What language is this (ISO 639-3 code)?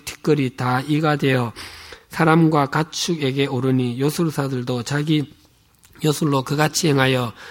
kor